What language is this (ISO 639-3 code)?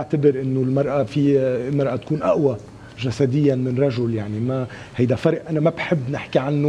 apc